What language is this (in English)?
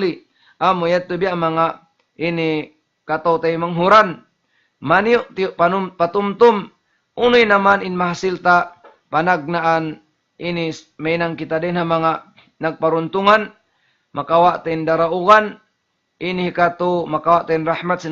Tausug